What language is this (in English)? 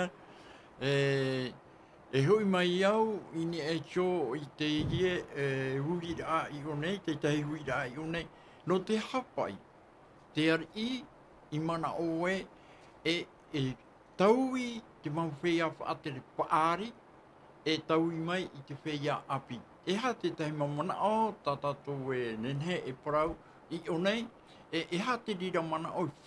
Tahitian